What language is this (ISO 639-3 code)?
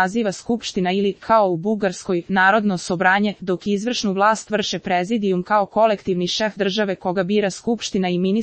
srp